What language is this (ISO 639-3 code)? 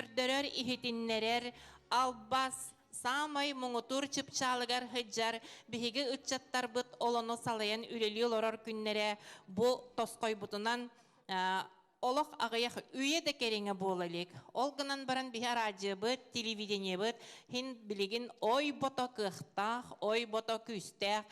sah